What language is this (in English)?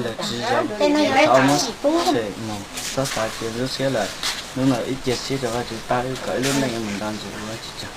Hmong